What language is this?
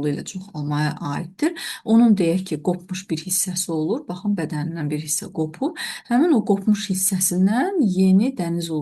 Azerbaijani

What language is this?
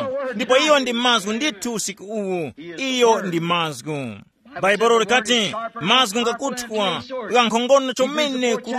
Tumbuka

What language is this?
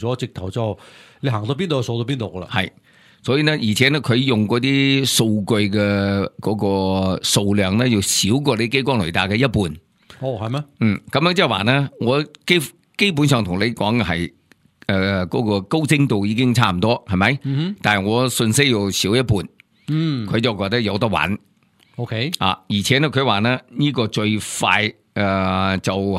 Cantonese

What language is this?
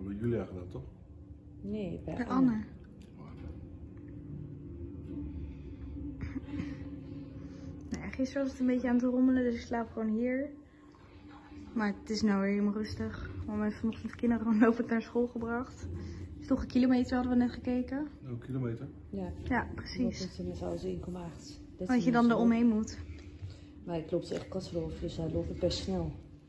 Dutch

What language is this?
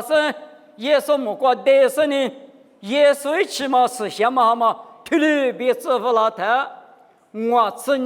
Lisu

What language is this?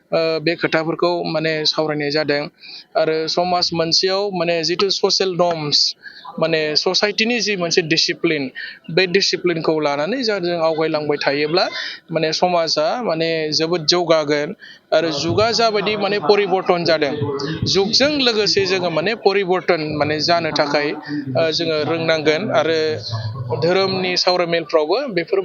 Bodo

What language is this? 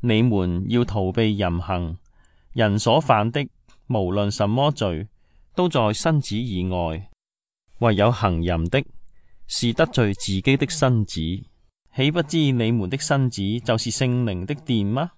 Cantonese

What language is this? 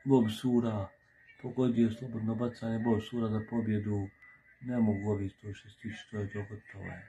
Croatian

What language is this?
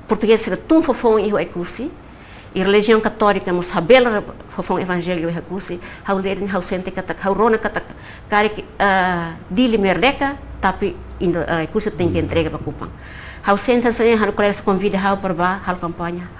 Tetum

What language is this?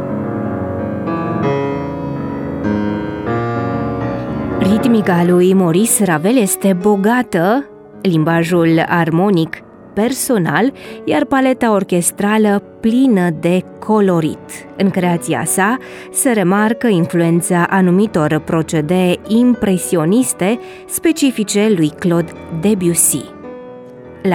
Romanian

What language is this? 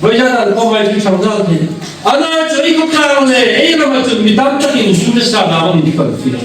Hmar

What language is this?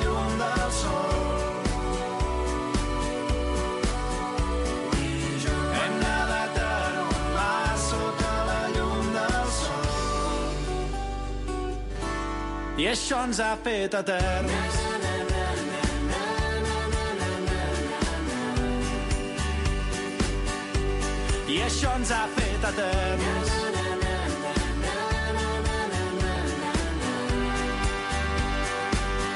Catalan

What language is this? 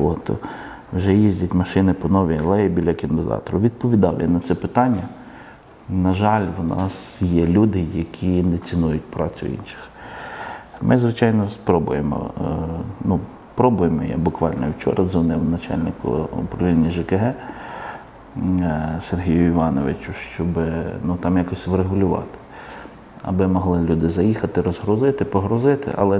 Ukrainian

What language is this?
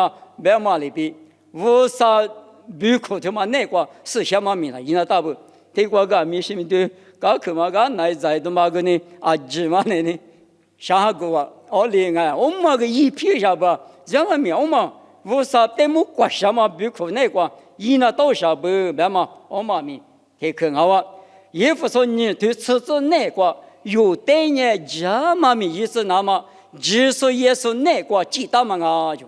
Lisu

